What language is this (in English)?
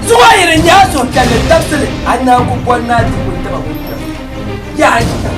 Dagbani